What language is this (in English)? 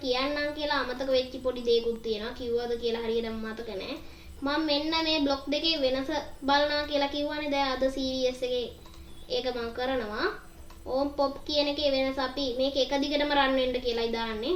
Sinhala